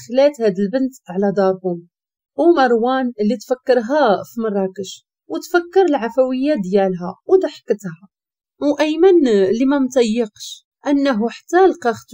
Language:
Moroccan Arabic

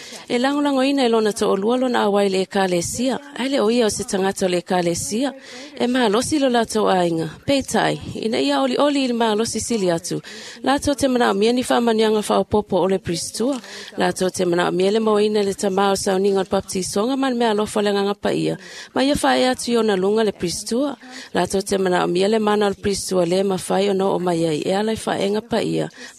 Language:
Samoan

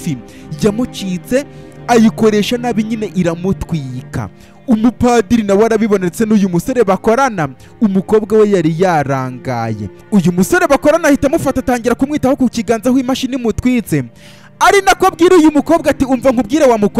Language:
Kinyarwanda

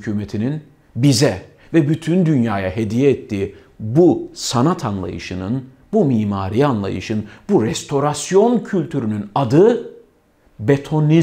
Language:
Turkish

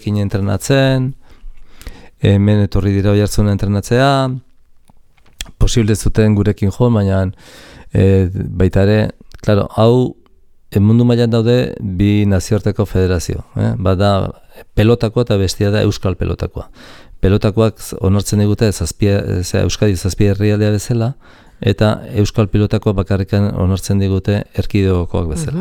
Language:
Basque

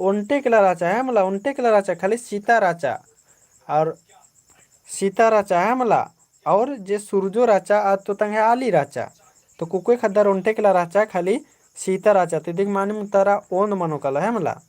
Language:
Kurukh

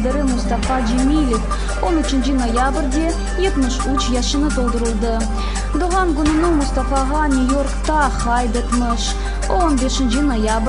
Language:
Crimean Tatar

